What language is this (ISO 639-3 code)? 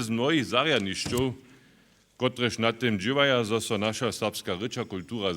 hsb